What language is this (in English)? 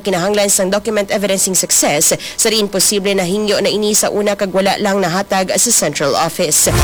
Hiligaynon